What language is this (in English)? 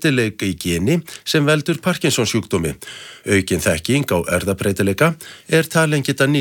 Icelandic